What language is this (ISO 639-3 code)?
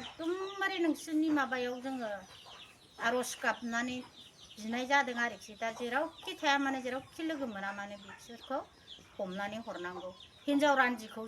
brx